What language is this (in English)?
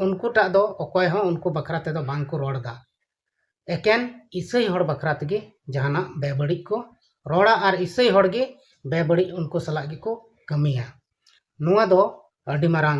Santali